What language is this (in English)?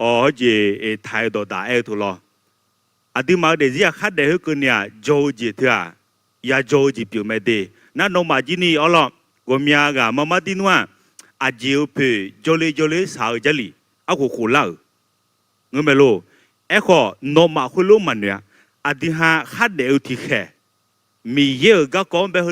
Akha